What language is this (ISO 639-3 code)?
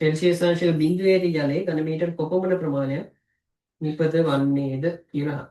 sin